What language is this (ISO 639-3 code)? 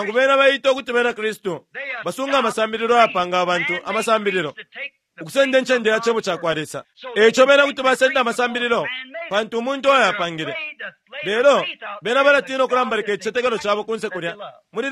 bem